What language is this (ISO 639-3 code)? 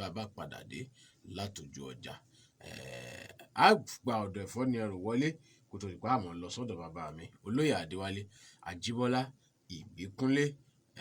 yor